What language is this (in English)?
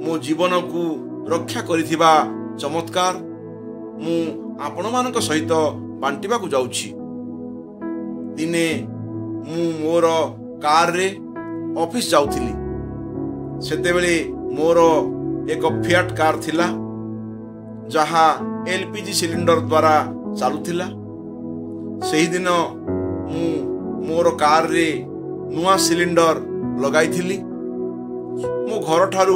Odia